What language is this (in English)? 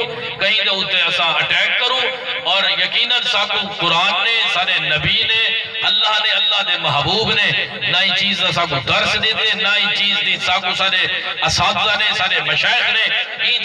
Saraiki